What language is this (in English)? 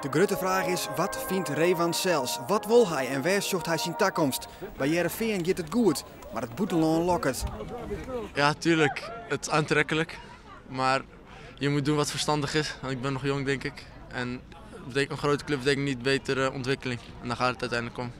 Western Frisian